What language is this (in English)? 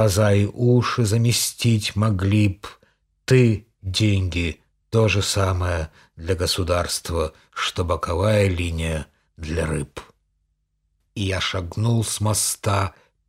Russian